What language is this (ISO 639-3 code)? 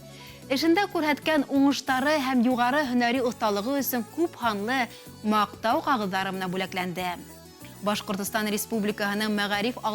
bak